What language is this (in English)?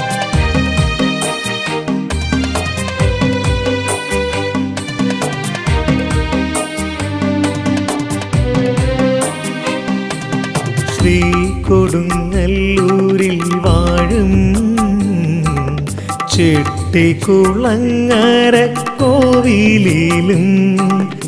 Malayalam